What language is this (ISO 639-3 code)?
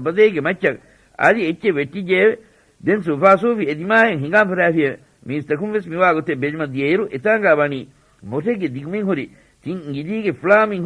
div